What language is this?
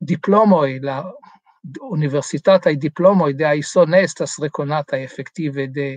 Esperanto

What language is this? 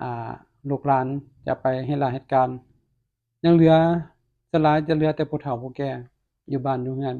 Lao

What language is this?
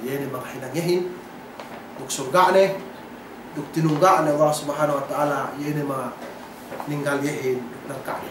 Yakan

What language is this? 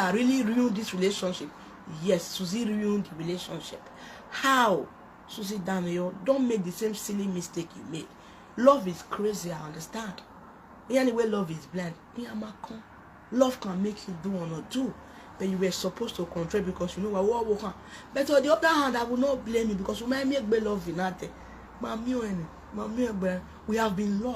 Nigerian Pidgin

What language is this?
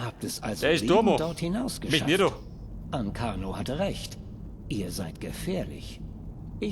Bavarian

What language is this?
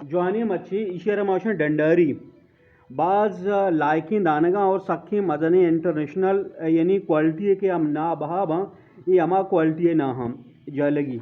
Eastern Balochi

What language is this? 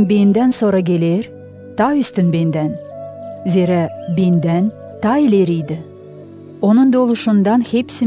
Gagauz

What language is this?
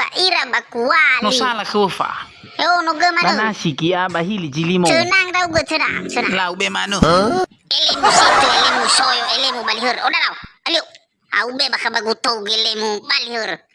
Nias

